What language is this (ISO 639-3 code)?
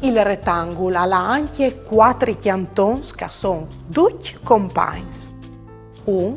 fur